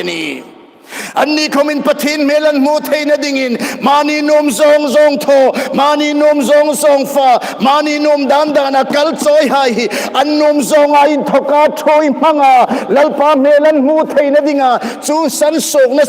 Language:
Hmar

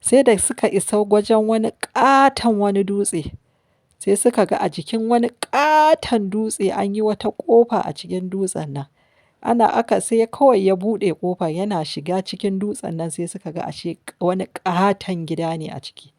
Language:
Hausa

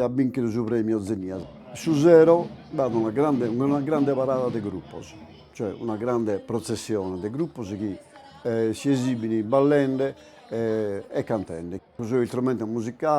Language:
Sardinian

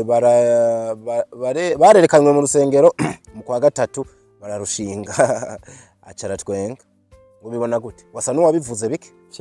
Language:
Rundi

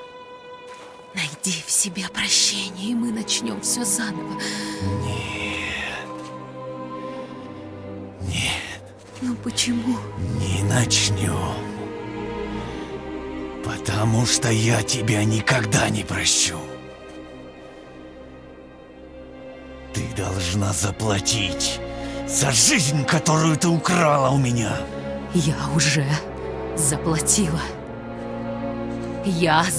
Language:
Russian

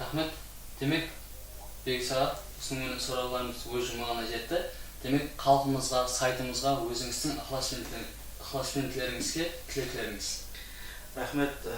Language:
Kara-Kalpak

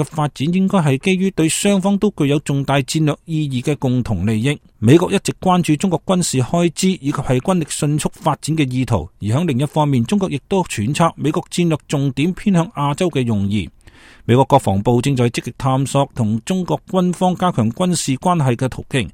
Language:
Cantonese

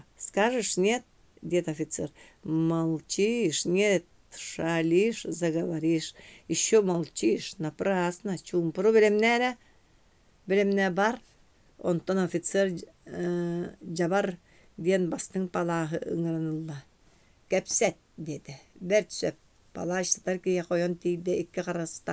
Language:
Yakut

